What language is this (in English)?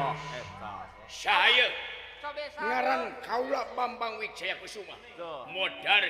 Sundanese